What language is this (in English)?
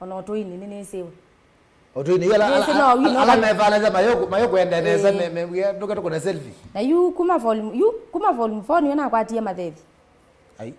Kamba